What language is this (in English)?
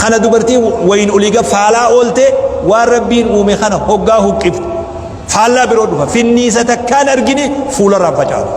Oromo